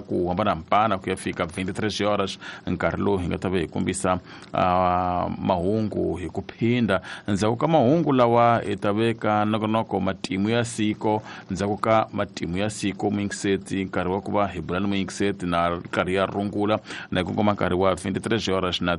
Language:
Tsonga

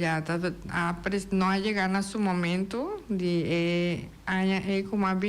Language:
Papiamento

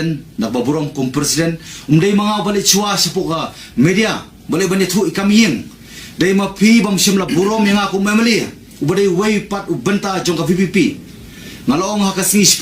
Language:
Khasi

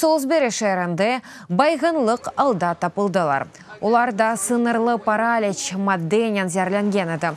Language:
Crimean Tatar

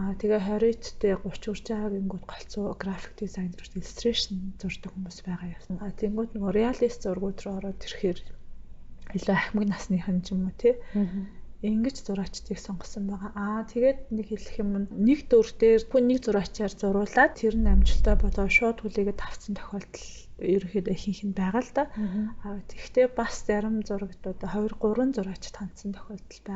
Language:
Mongolian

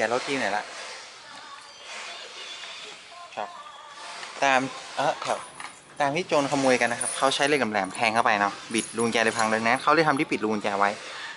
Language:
Thai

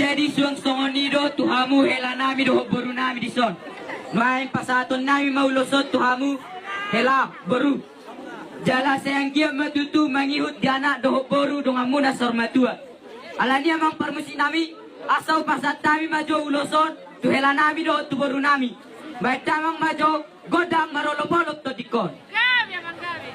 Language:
Batak Toba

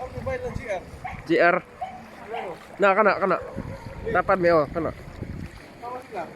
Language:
Cebuano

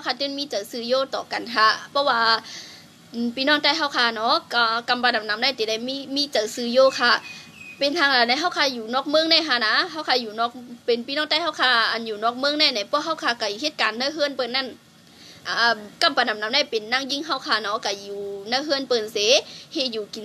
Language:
Shan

